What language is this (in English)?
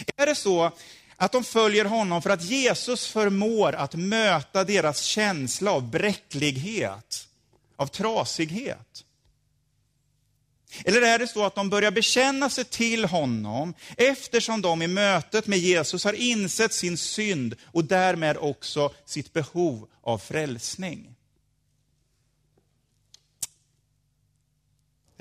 Swedish